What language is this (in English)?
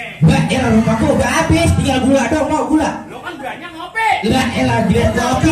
Betawi